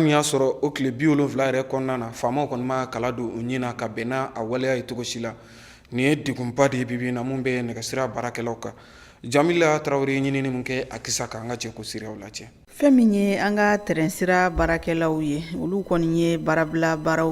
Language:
Bambara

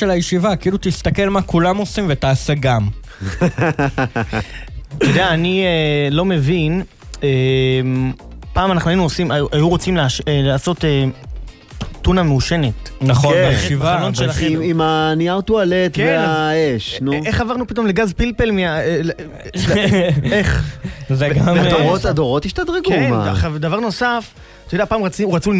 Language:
Hebrew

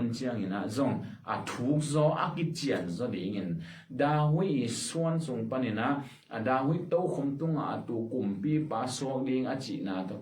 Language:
Tedim Chin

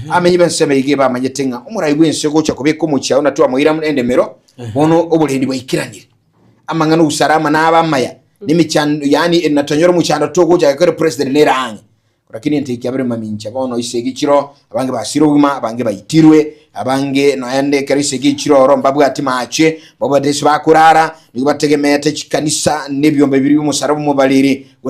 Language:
Gusii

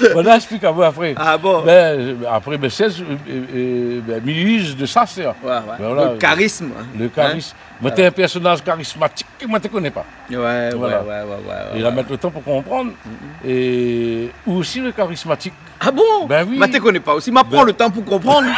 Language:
Réunion Creole French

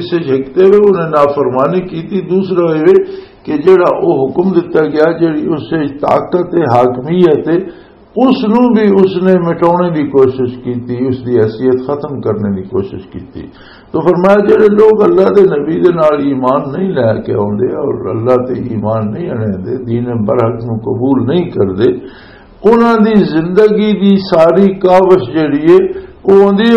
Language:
Western Panjabi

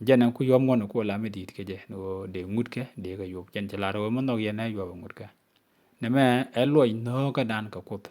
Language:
Nuer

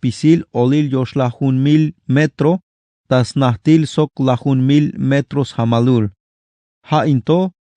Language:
Tzeltal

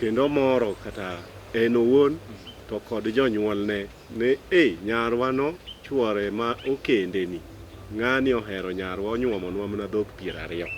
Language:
Luo (Kenya and Tanzania)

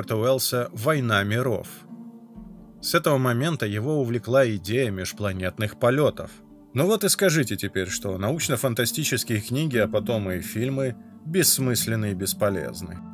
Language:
Russian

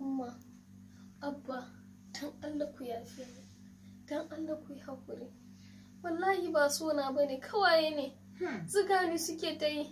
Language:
Hausa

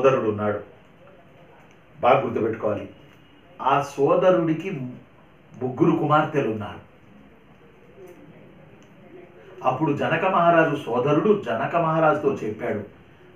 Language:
Telugu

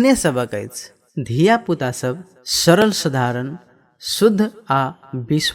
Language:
Maithili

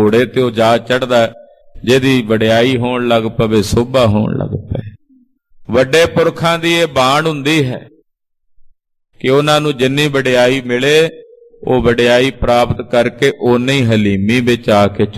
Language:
Punjabi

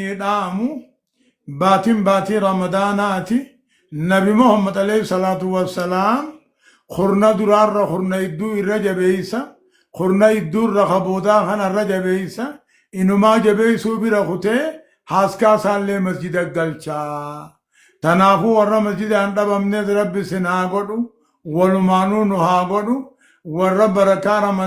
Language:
Oromo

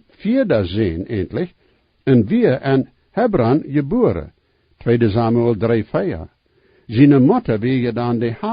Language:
Plautdietsch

